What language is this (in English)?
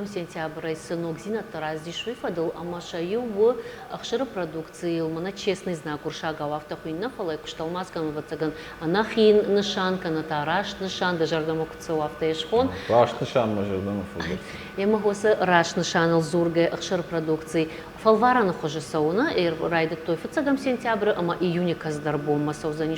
Ossetic